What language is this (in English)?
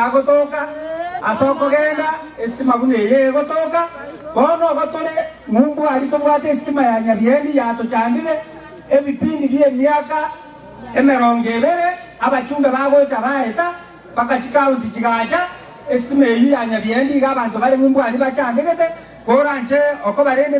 Gusii